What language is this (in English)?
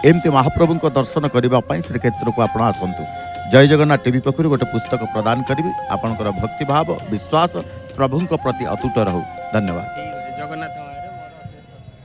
Odia